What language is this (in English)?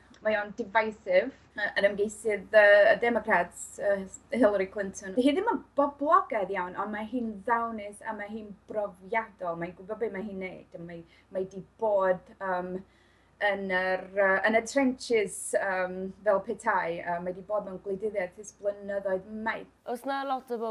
Welsh